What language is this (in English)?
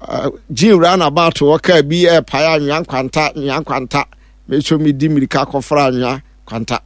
Akan